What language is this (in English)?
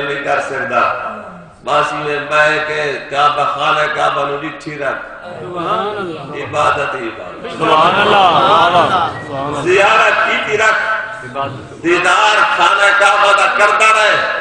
Saraiki